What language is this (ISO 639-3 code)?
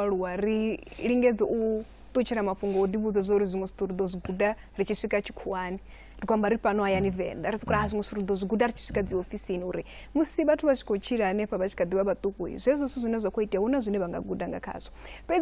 ven